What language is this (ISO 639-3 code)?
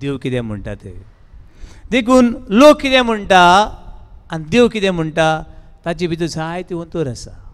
kok